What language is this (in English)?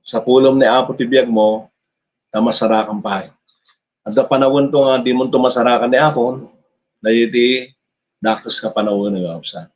Iloko